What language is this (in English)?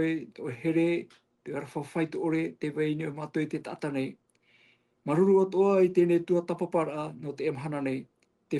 Tahitian